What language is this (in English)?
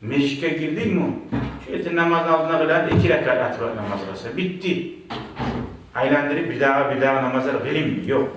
Kumyk